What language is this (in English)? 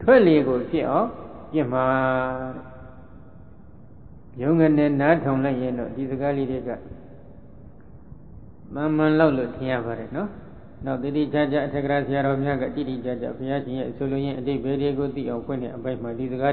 Burmese